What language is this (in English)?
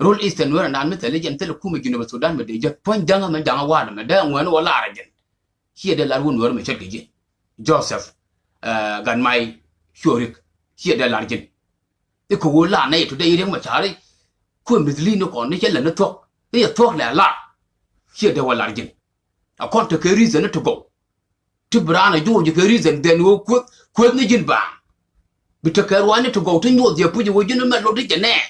Nuer